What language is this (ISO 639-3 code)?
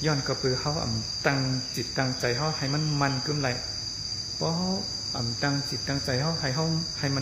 shn